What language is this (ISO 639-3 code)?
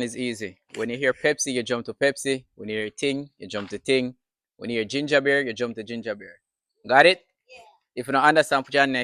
jam